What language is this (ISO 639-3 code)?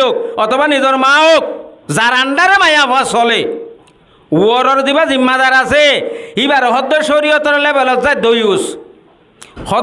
rhg